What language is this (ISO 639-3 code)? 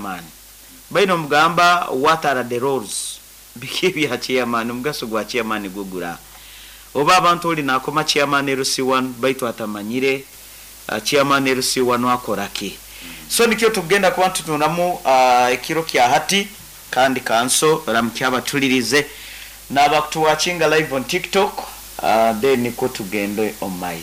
nyn